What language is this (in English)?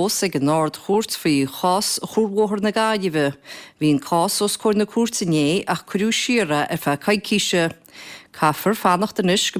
Irish